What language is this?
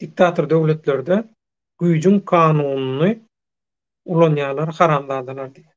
Turkmen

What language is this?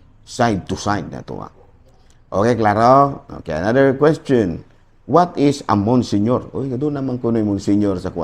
Cebuano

